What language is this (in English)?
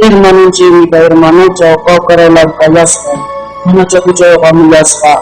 Ayacucho Quechua